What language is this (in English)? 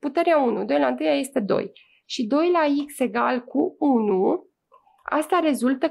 Romanian